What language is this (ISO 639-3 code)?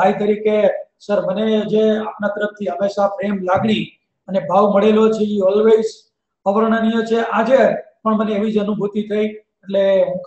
guj